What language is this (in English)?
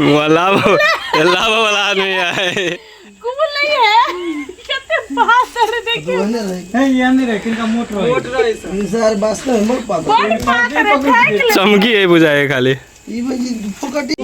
Maithili